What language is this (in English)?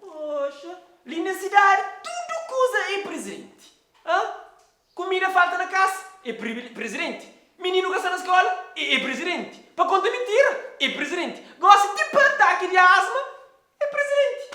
Kabuverdianu